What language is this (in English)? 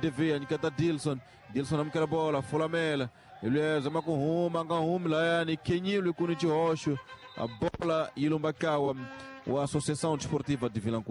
Tsonga